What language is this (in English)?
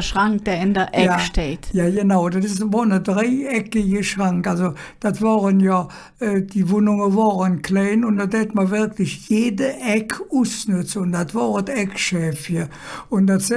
Colognian